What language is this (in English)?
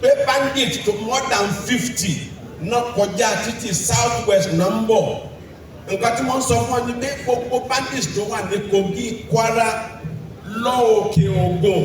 Yoruba